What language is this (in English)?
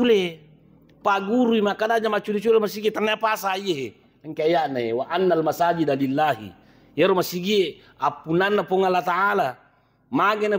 Buginese